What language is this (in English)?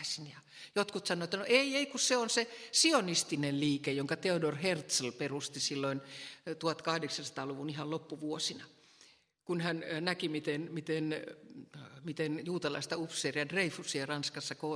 Finnish